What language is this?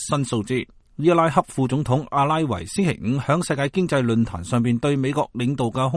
Cantonese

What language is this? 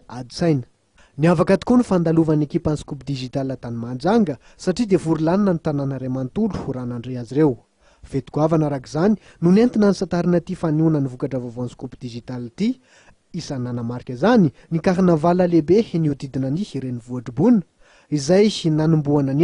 Malagasy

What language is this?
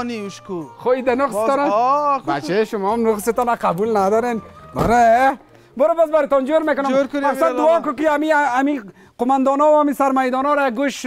Persian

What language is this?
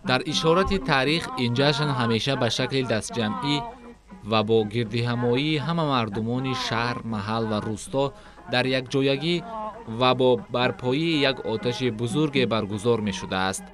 Tajik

